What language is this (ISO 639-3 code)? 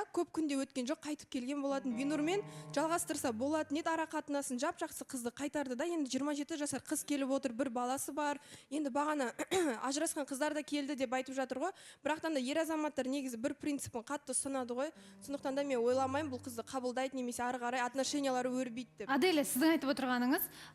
kaz